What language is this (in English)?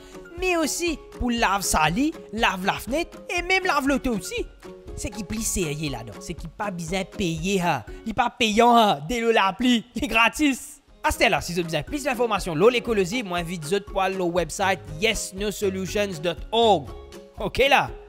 Morisyen